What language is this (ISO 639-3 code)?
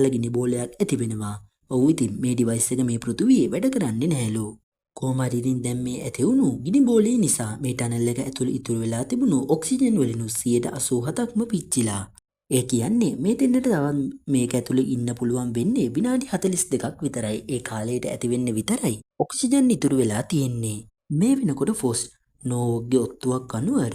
sin